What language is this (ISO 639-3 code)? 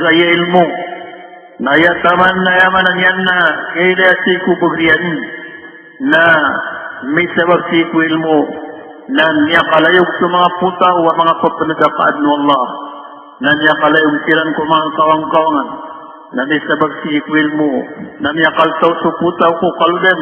mrw